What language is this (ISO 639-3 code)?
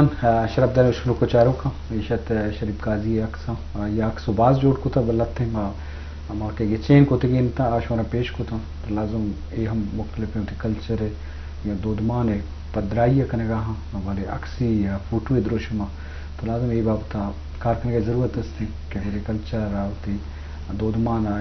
bgp